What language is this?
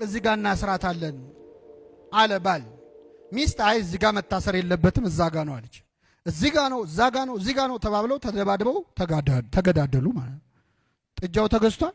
Amharic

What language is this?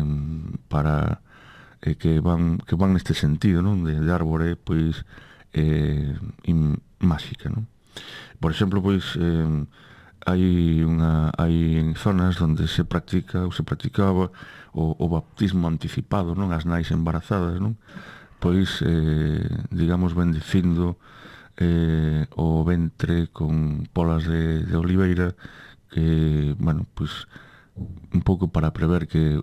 Galician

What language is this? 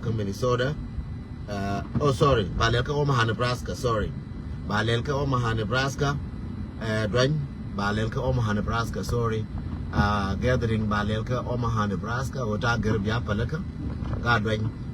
Nuer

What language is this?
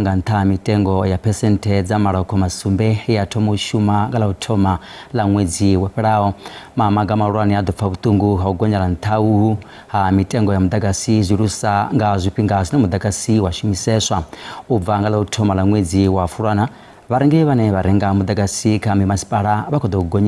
Venda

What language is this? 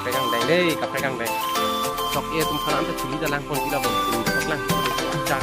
Karbi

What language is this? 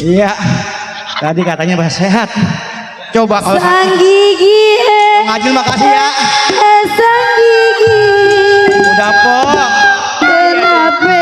Betawi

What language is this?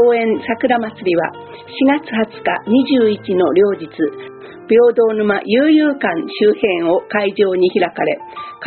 Japanese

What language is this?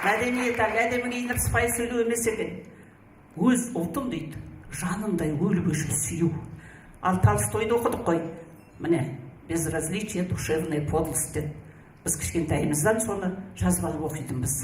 Kazakh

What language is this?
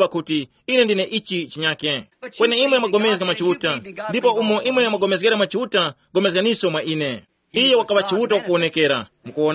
Tumbuka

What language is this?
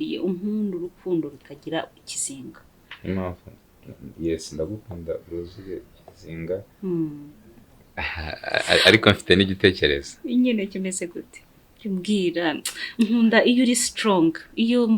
Kinyarwanda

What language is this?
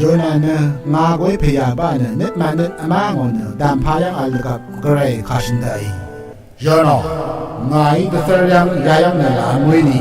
Rawang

